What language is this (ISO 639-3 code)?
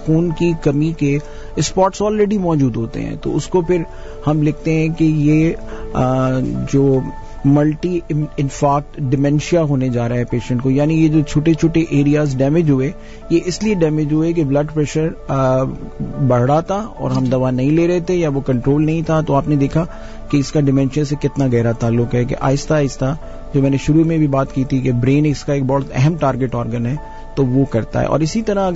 urd